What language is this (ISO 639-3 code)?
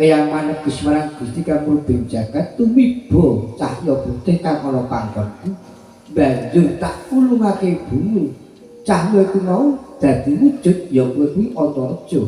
jav